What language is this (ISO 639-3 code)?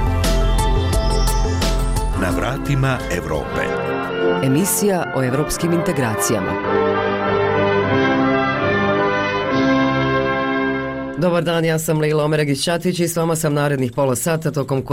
bos